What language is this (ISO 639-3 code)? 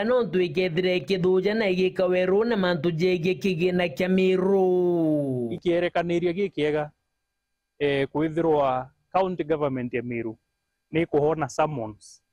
mer